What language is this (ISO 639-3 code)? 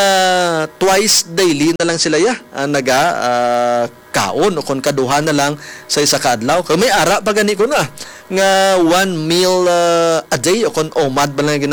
hil